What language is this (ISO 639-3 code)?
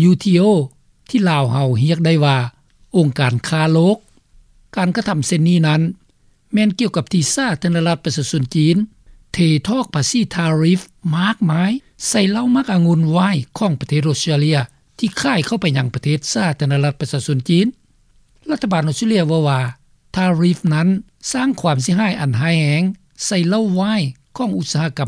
lao